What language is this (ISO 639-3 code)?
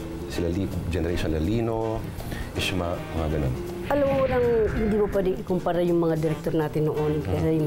fil